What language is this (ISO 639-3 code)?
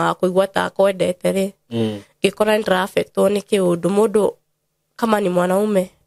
kik